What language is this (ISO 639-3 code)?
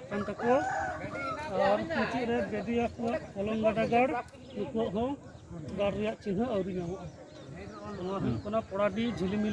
sat